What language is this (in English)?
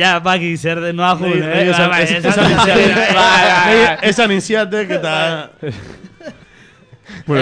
Basque